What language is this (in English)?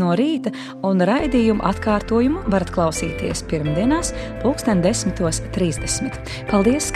Latvian